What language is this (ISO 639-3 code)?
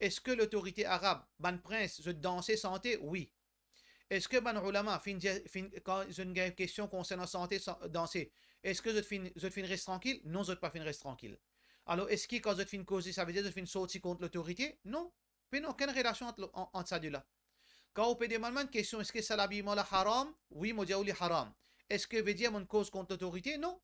mfe